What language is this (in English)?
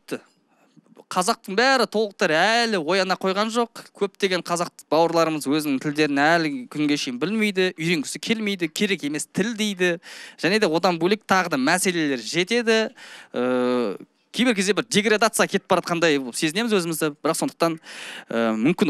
Kazakh